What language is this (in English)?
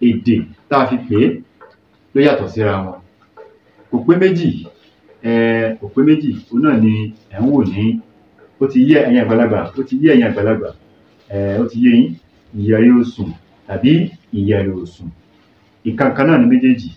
Yoruba